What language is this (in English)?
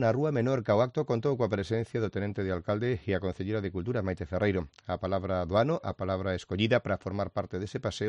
Galician